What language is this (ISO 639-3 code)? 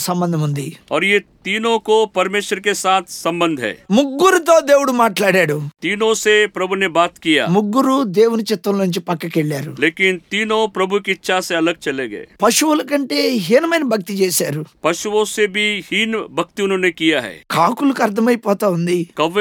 tel